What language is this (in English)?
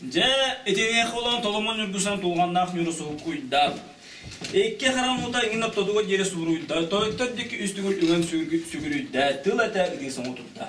Yakut